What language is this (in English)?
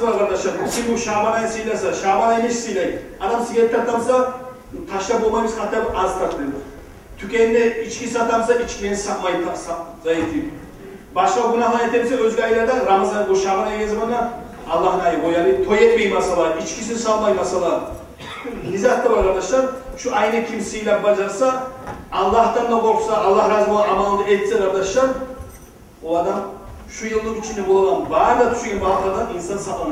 Kumyk